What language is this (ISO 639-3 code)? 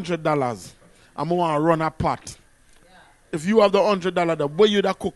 jam